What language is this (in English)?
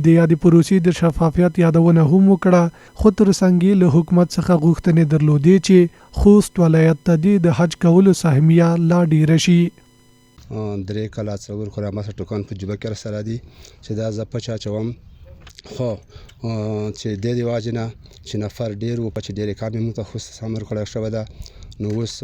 Pashto